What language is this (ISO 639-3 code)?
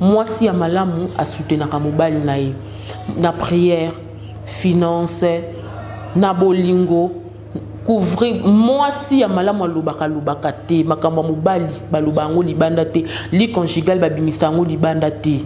lin